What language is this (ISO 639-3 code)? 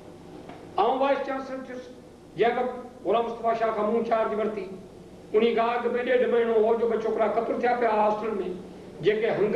snd